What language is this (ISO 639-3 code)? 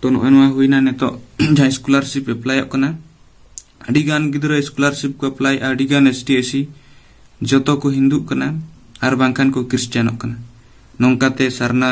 sat